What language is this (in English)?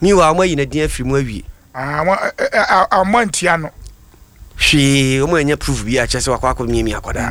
Akan